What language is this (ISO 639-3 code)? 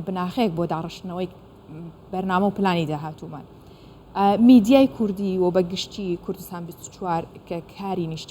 ckb